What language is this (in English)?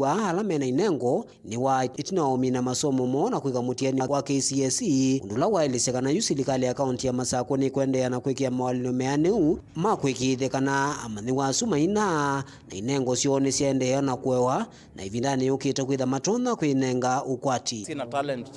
Kamba